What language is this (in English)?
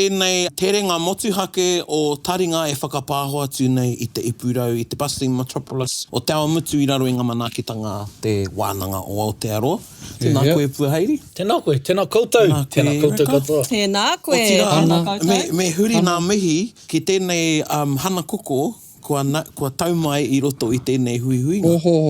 Māori